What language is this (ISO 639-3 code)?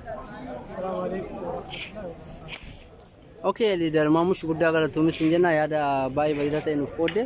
orm